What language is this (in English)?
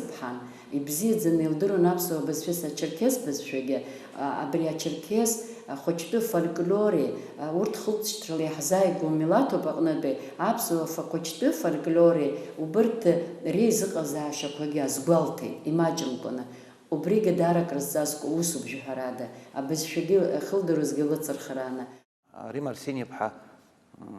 Abkhazian